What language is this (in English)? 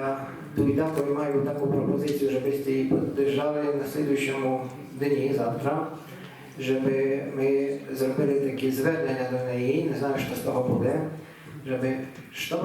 Rusyn